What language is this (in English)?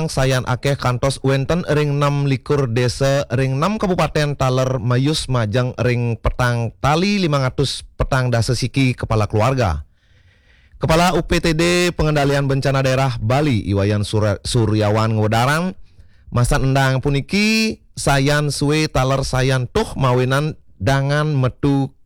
Balinese